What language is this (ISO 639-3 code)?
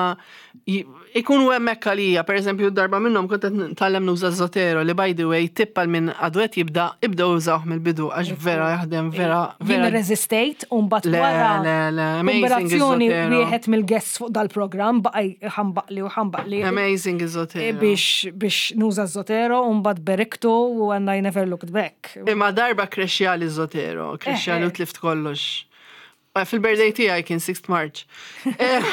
mlt